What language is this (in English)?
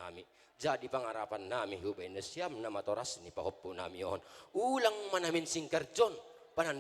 Batak Toba